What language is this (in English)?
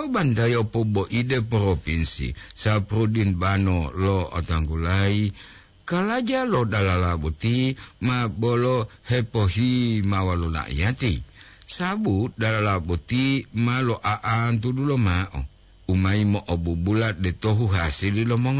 Gorontalo